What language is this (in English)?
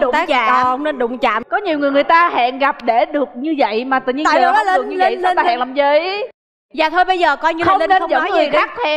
Vietnamese